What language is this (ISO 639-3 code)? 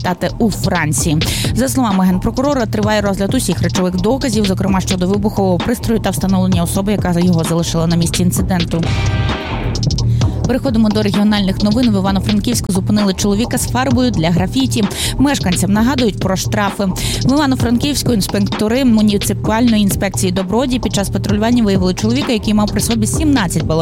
ukr